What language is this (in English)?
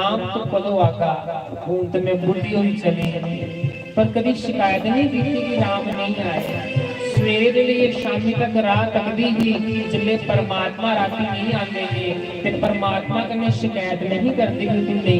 Dogri